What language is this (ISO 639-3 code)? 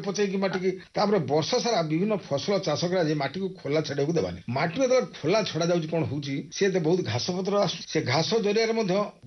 ori